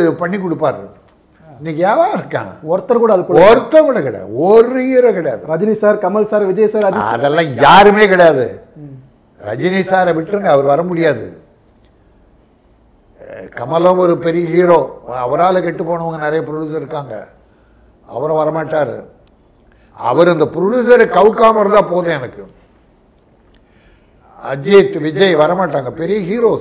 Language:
Tamil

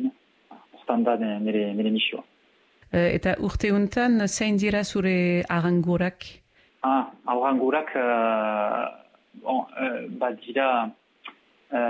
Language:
Basque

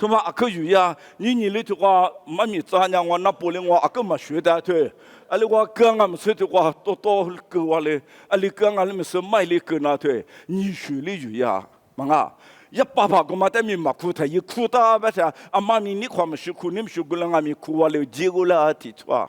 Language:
Lisu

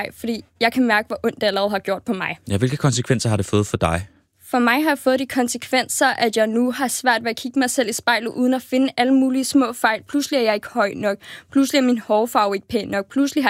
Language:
Danish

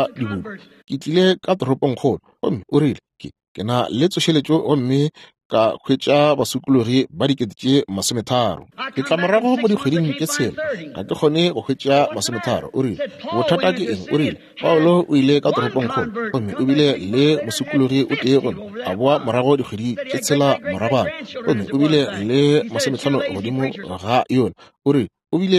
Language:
Northern Sotho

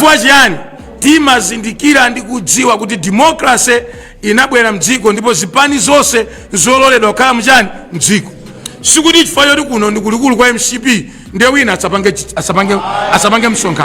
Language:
Nyanja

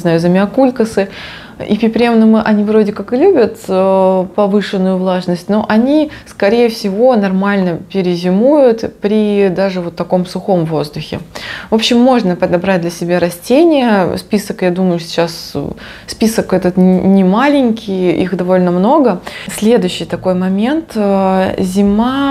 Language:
Russian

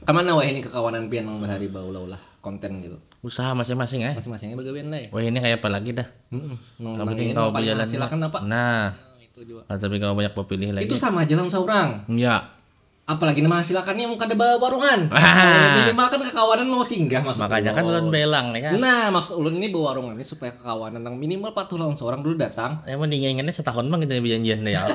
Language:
Banjar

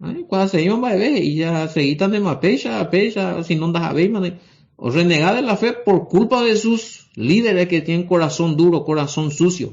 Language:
Guarani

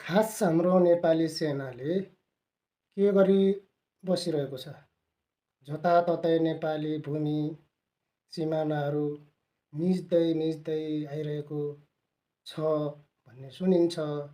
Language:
Nepali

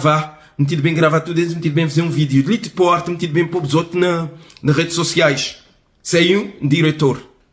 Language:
Kabuverdianu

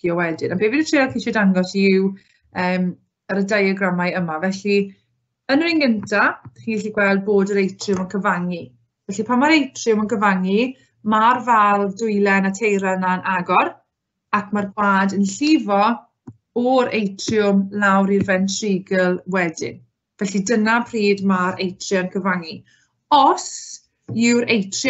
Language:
Welsh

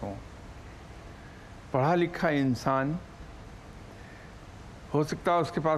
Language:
Urdu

